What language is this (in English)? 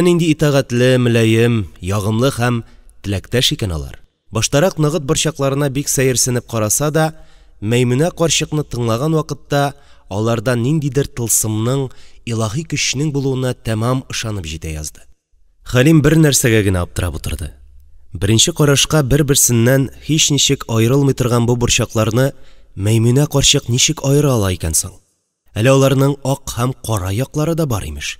Tatar